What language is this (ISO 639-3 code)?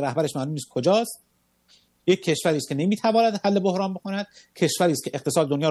fas